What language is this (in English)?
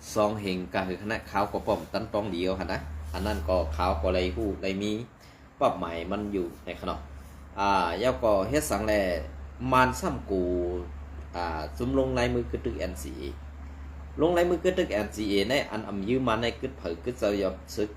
Shan